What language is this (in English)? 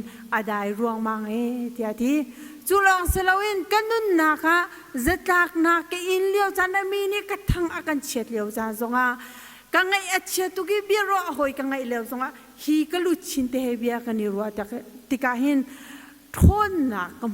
Hakha Chin